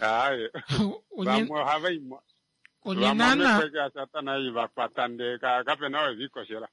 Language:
Kuanyama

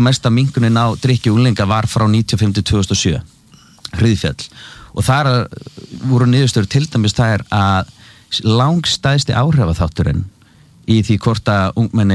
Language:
Icelandic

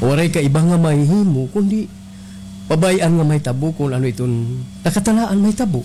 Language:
Waray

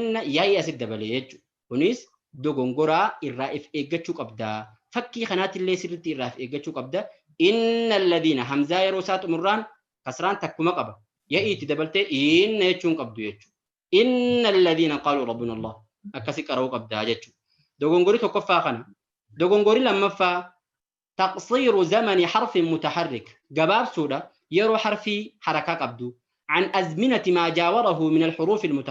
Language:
Oromo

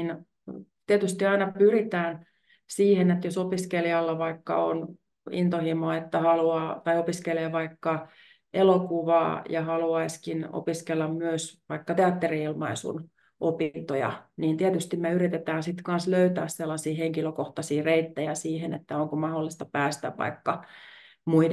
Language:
Finnish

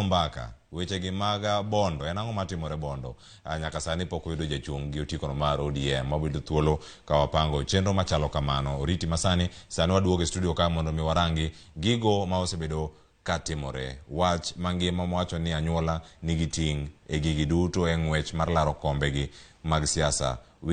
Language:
Luo (Kenya and Tanzania)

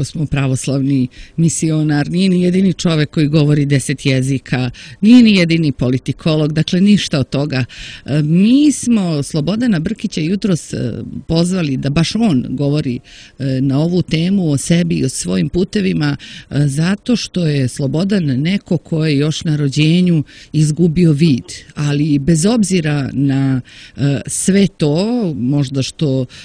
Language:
Serbian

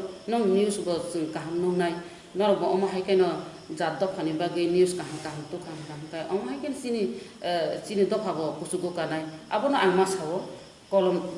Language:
Kok Borok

